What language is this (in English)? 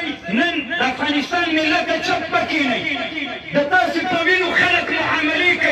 Pashto